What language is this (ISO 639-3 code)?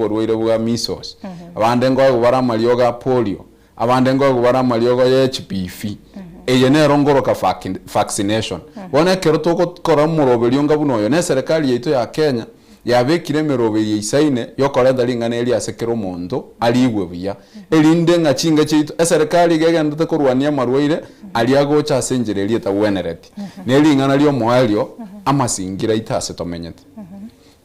guz